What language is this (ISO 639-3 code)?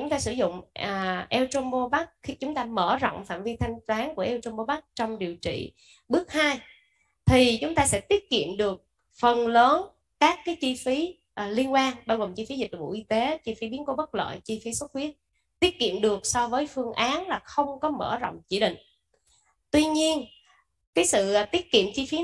vie